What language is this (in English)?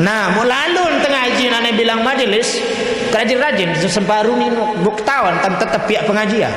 Sasak